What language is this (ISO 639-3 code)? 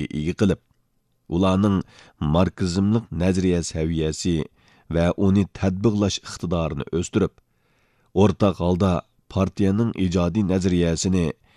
uig